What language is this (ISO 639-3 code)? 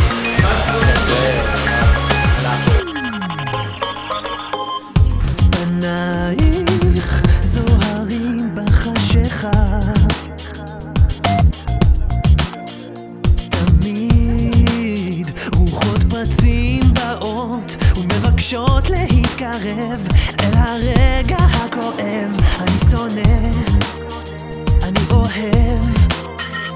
heb